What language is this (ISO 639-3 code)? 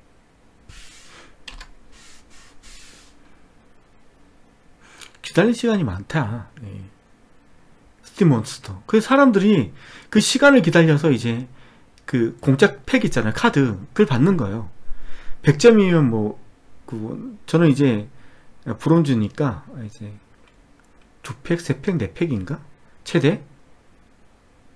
kor